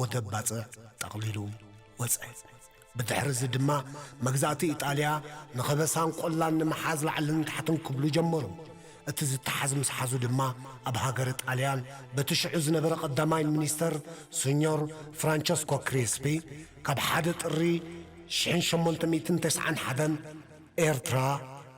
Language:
Tigrinya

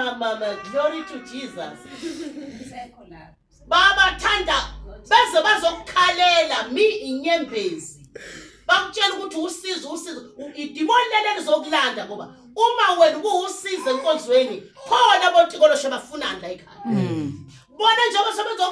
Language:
Zulu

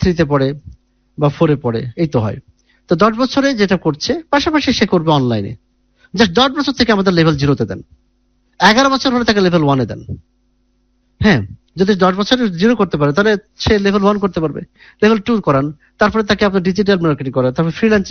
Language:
Bangla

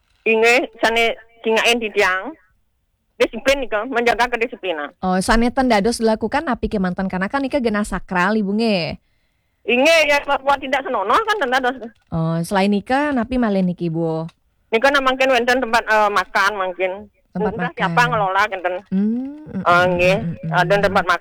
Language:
Balinese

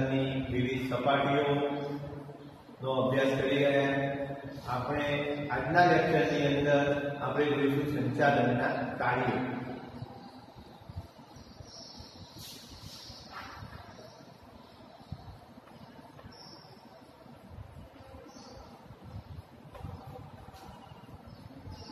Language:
Gujarati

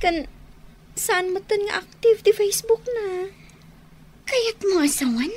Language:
Iloko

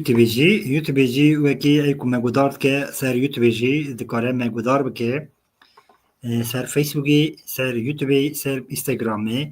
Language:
Kurdish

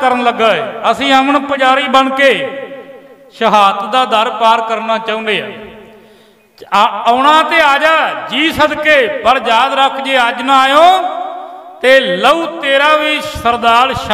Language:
Punjabi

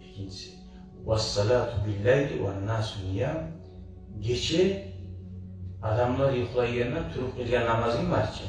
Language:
Kumyk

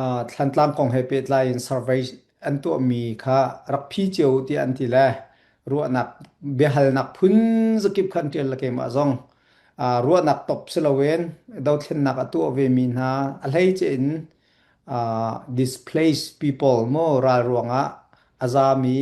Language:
Hakha Chin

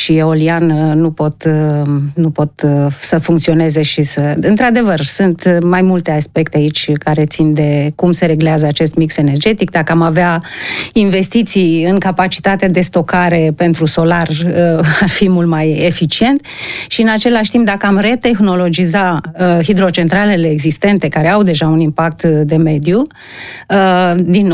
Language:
Romanian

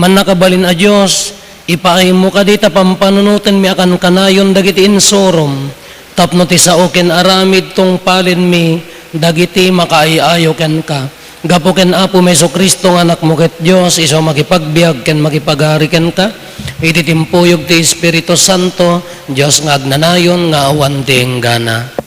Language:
Iloko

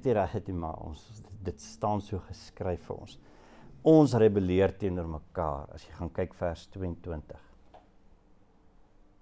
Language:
Afrikaans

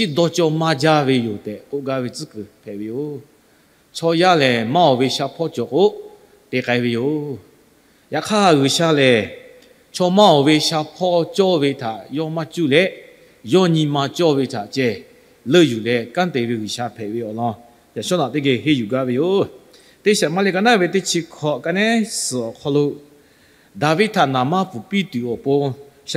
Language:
Lahu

